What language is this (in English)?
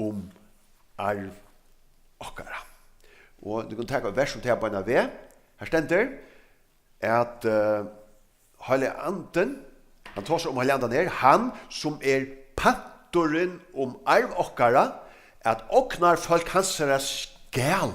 Faroese